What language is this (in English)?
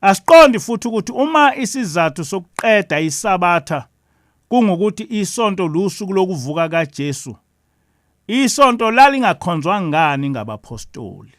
Zulu